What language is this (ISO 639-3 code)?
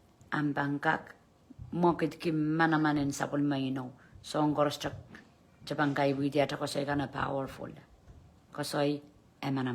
pon